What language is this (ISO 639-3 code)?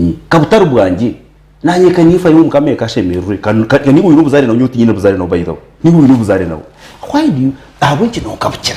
nyn